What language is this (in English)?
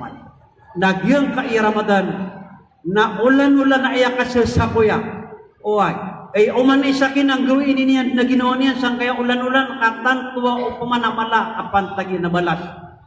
Maranao